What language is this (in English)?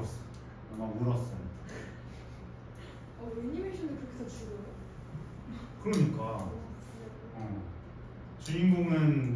Korean